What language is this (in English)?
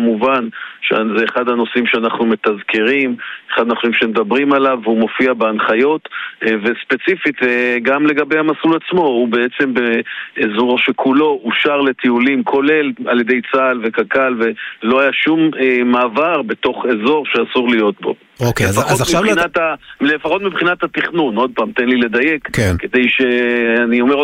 Hebrew